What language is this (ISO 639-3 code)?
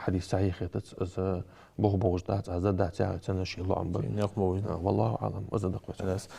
inh